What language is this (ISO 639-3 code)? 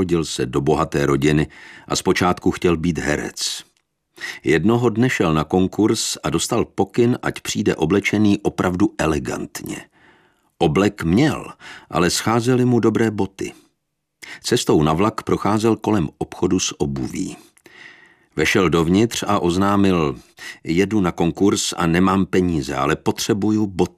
ces